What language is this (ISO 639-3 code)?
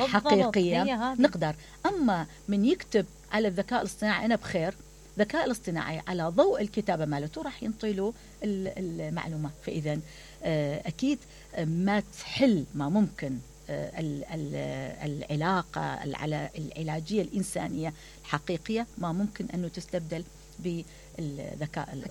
acm